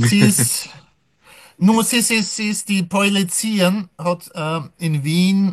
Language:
Yiddish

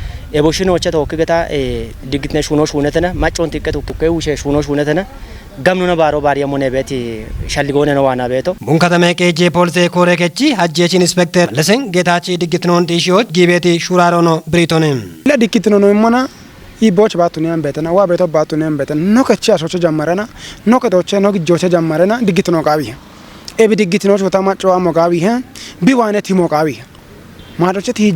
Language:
Kafa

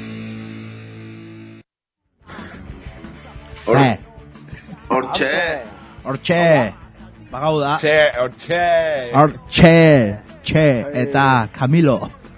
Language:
Basque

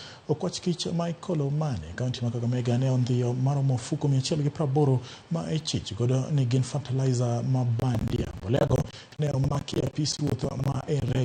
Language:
Luo (Kenya and Tanzania)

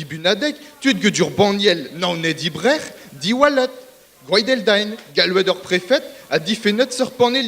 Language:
Breton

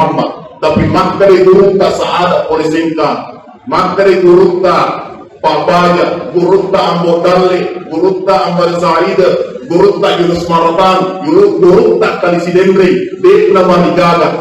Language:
Buginese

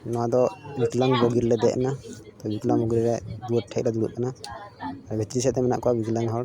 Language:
Santali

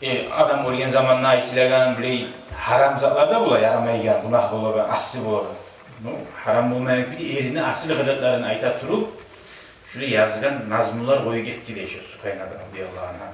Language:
Kumyk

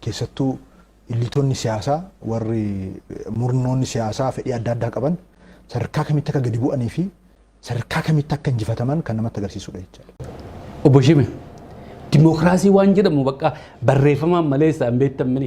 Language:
Oromo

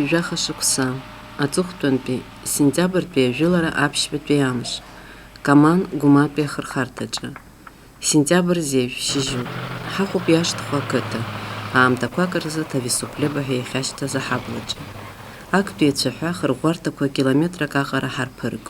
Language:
Abkhazian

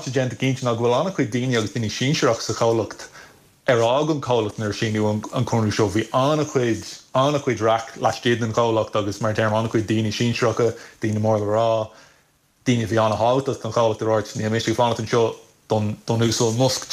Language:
Irish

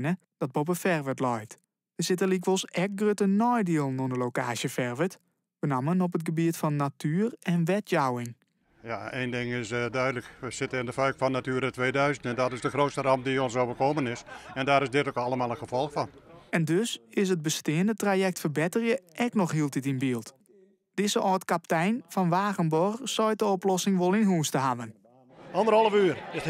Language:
Western Frisian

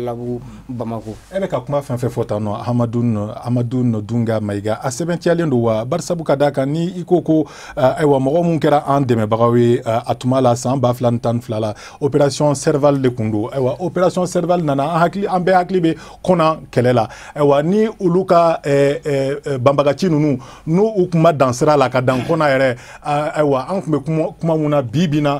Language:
Bambara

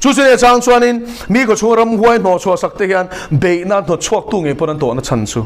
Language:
Mizo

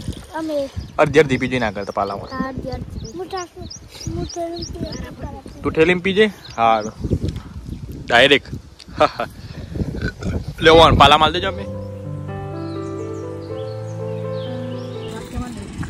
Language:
Gujarati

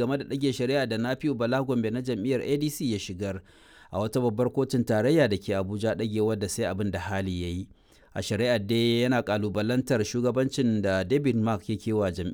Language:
Hausa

